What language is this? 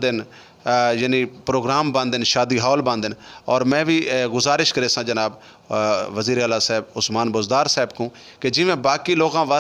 Saraiki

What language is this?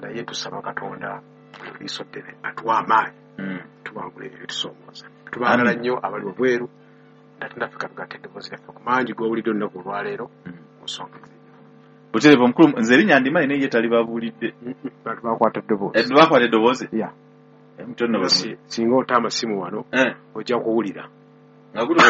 Ganda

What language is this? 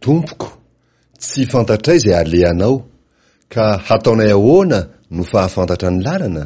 Malagasy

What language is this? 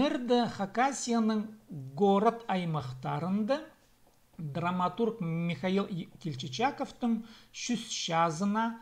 Khakas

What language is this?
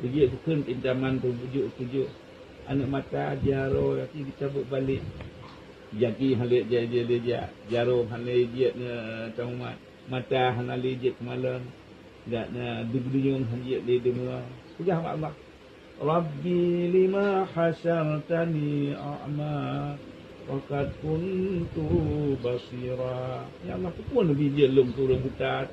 Achinese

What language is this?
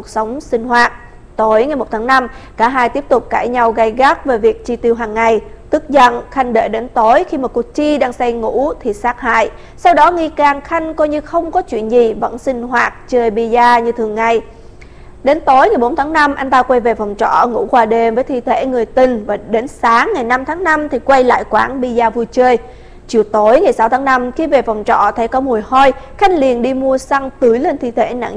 Vietnamese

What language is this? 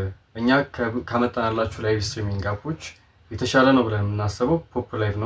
Amharic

